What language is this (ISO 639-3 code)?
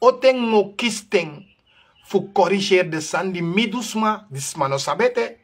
srn